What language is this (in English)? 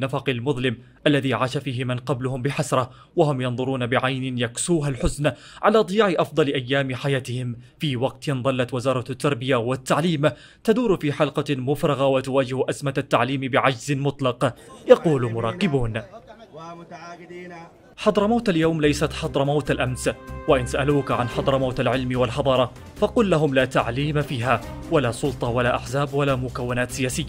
Arabic